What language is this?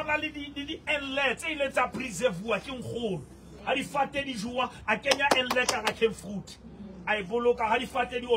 Southern Sotho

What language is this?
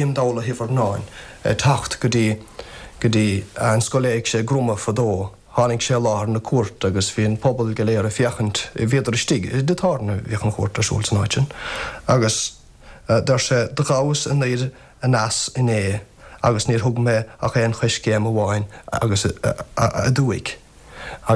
Irish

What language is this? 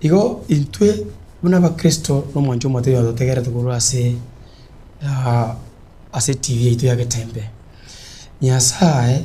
Gusii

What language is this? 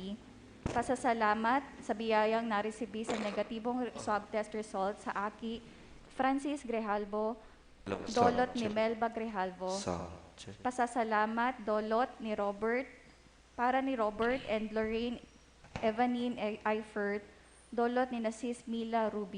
Bikol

